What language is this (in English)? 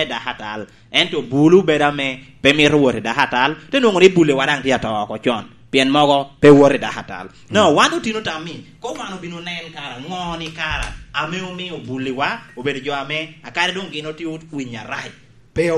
Lango (Uganda)